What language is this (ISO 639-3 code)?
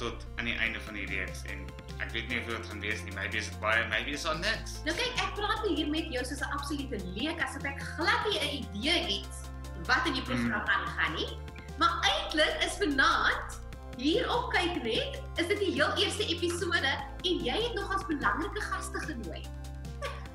afr